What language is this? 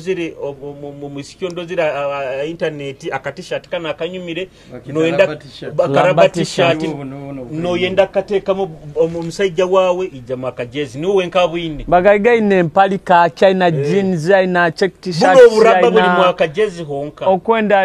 Nyoro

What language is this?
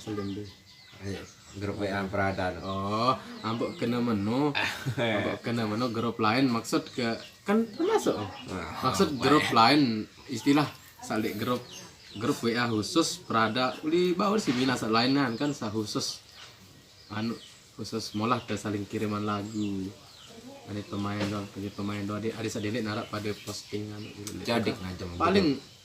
Sasak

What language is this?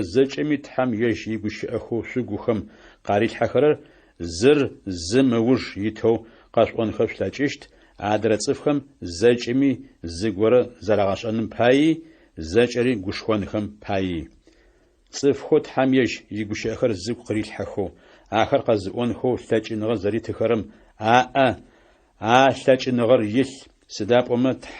Adyghe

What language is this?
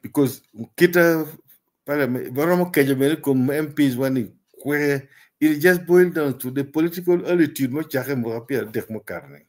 Acoli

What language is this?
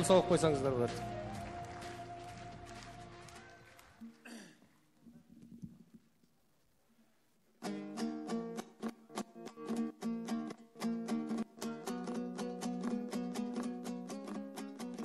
Kazakh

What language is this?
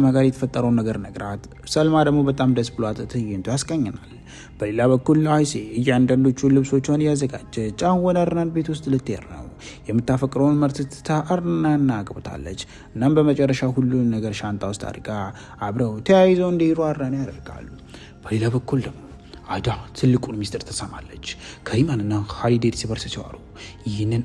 Amharic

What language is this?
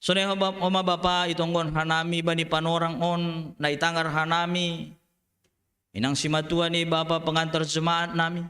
Batak Simalungun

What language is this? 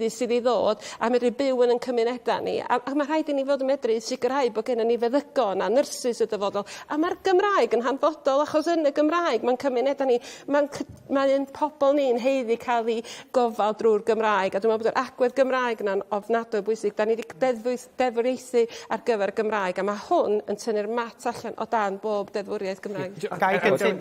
Welsh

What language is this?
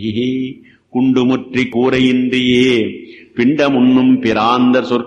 Tamil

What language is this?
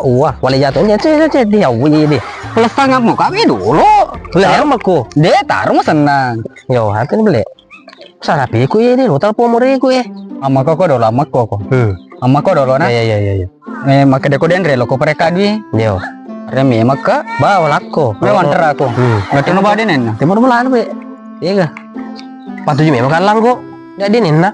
Buginese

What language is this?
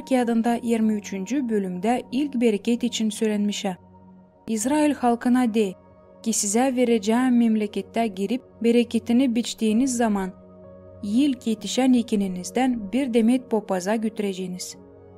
Gagauz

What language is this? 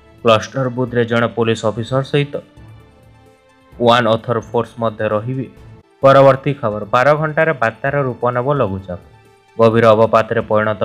Odia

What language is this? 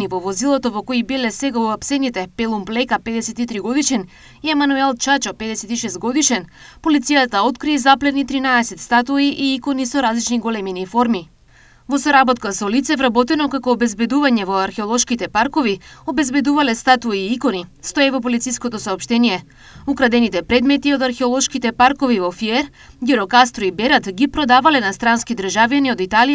Macedonian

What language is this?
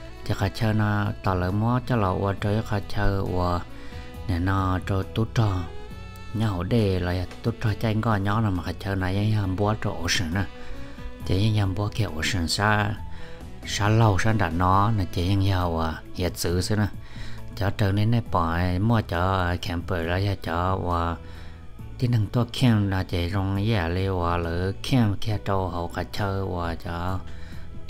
Vietnamese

